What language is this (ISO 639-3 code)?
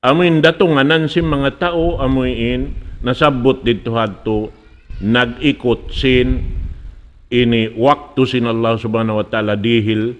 tsg